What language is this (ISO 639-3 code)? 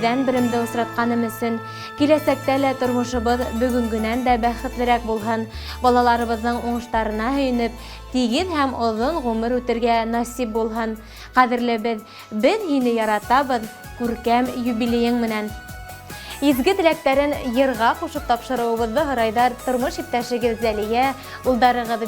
bak